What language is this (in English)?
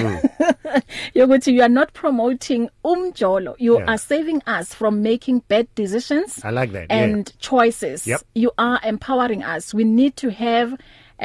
English